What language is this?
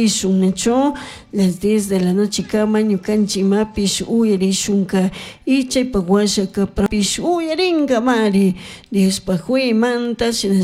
Chimborazo Highland Quichua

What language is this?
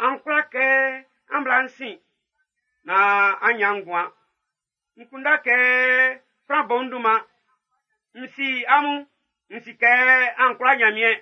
Baoulé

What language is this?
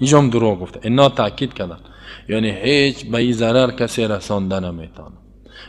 Persian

